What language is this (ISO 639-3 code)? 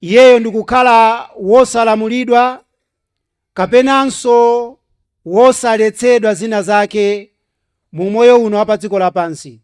nya